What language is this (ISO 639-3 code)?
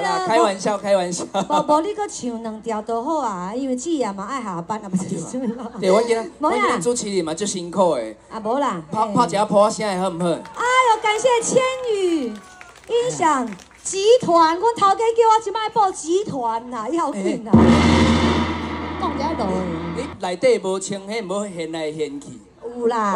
nan